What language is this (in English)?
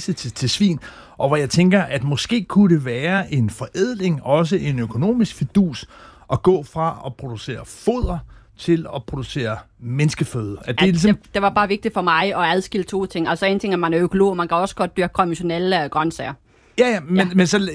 Danish